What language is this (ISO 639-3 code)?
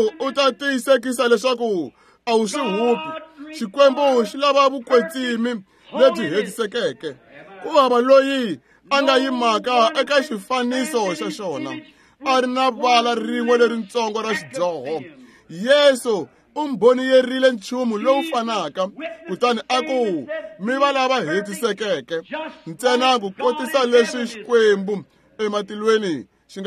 tso